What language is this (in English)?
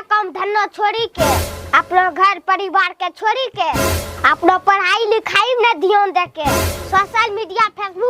Angika